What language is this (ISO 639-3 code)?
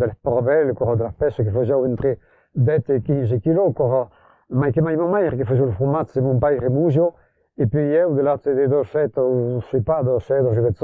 oci